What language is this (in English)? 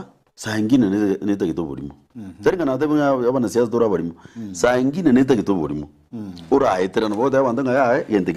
Gusii